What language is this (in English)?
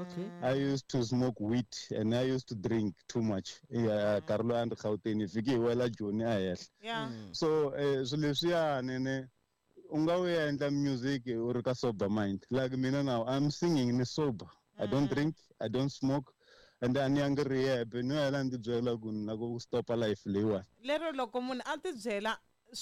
Tsonga